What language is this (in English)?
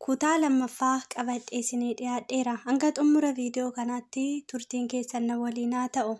Oromo